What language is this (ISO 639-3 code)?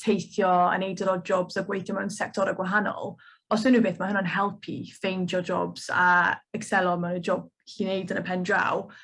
cym